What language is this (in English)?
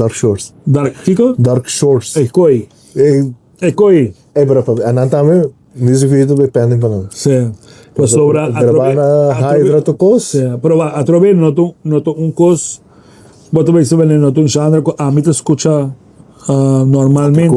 Papiamento